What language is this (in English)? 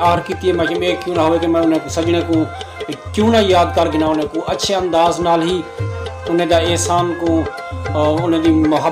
Saraiki